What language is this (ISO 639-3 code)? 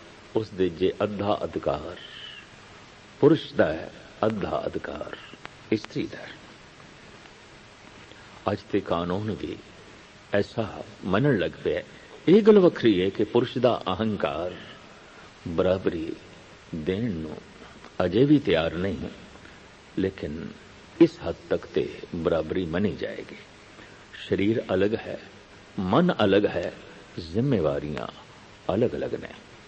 pan